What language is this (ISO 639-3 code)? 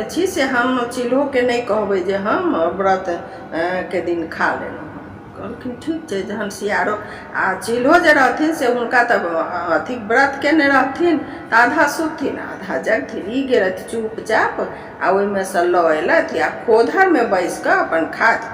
mai